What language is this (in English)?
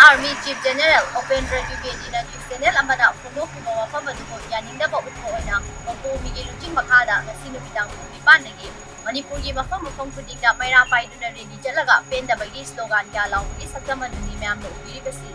Manipuri